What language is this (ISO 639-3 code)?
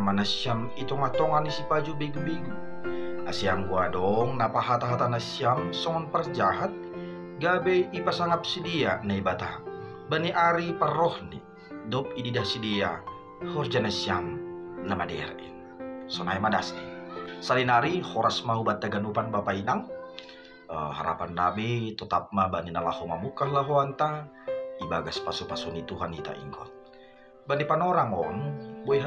bts